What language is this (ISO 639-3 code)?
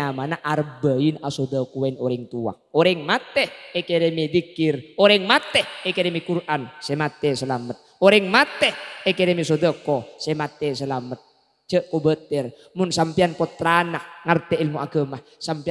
mad